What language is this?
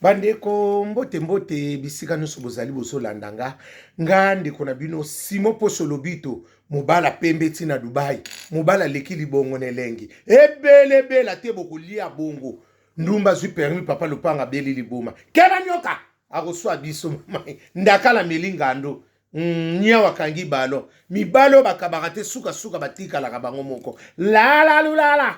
Lingala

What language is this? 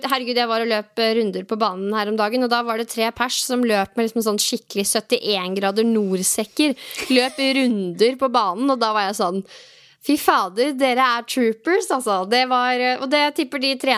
Norwegian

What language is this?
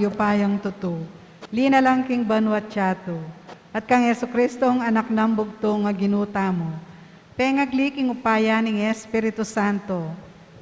Pampanga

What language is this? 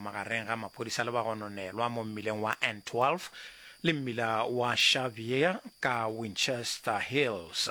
Northern Sotho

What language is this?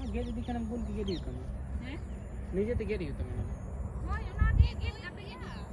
Santali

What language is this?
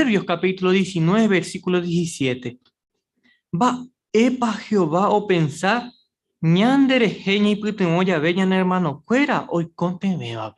Guarani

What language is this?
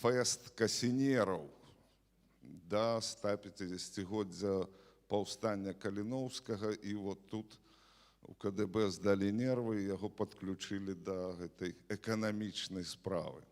Belarusian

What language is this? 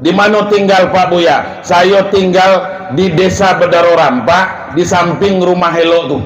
Minangkabau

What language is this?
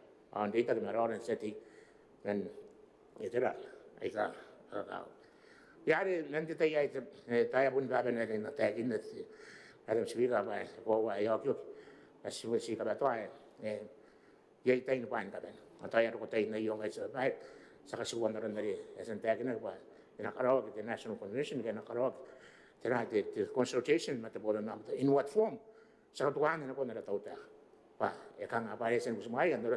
Gilbertese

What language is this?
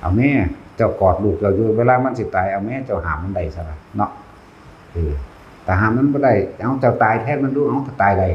Northeastern Thai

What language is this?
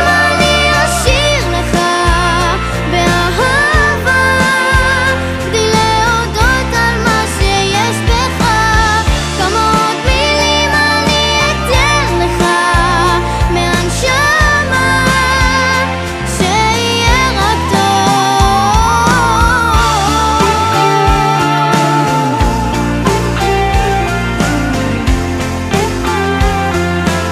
Hebrew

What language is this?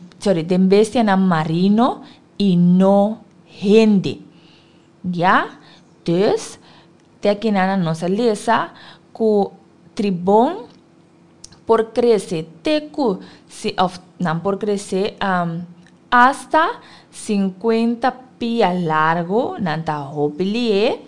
Papiamento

